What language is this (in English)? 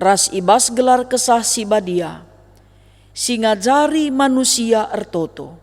Batak Karo